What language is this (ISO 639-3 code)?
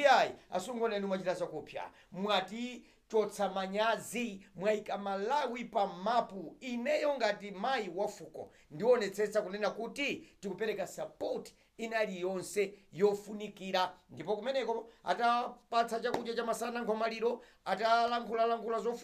nya